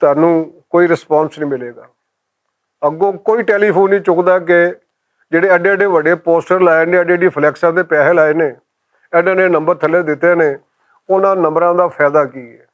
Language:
Western Panjabi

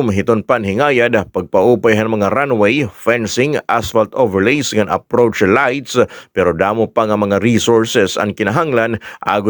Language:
Waray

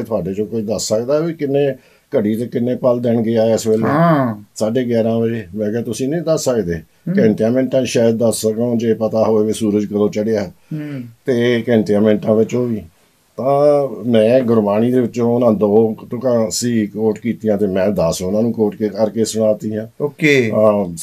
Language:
Punjabi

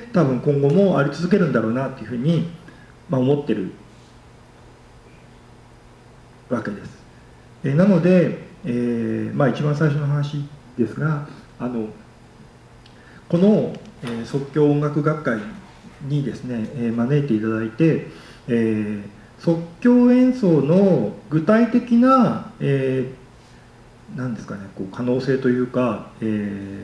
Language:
Japanese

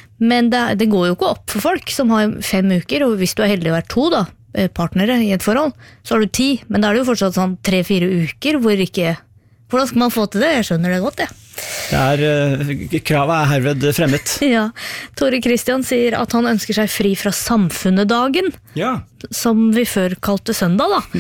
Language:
Norwegian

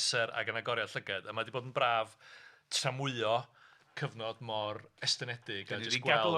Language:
Welsh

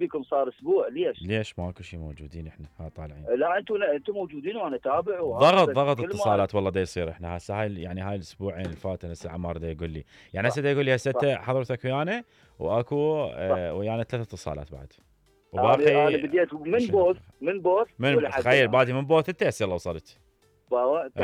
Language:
Mesopotamian Arabic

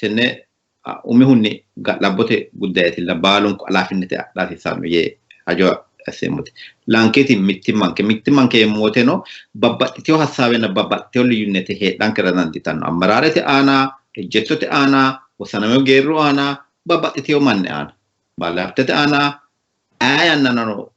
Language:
Sidamo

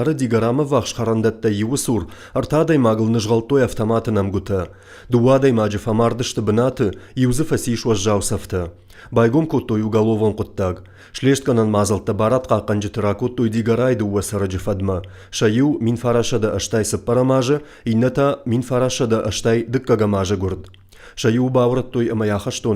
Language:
Ossetic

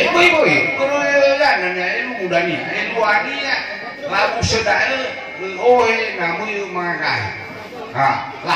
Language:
Nias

